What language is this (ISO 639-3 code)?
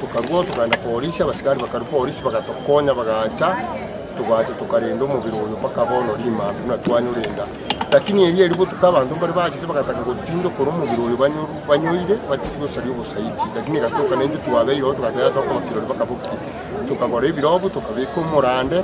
guz